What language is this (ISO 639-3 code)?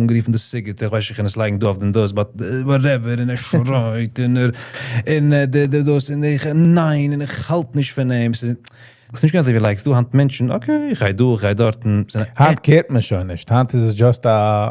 yid